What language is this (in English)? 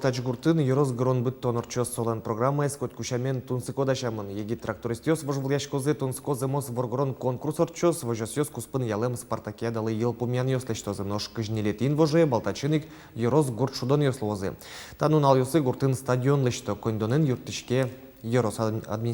Udmurt